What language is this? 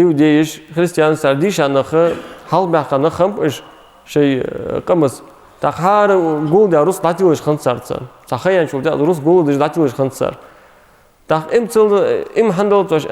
Ingush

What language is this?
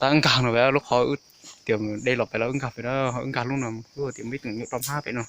Hmong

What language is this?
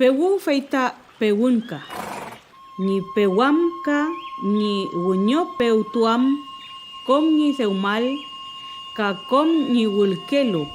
Mapuche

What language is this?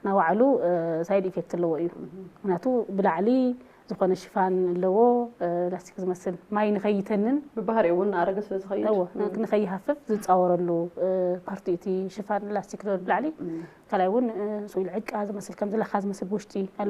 Tigrinya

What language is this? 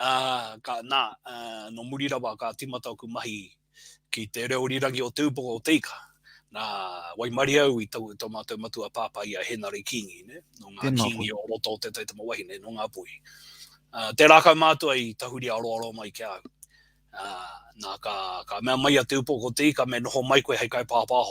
Māori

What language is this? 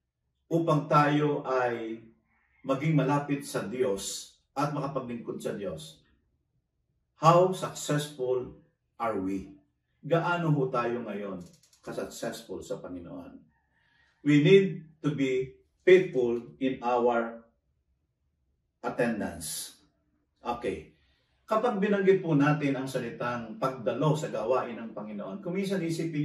Filipino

